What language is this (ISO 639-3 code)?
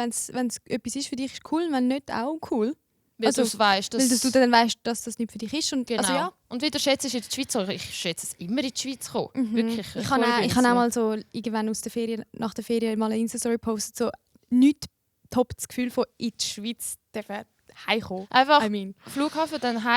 gsw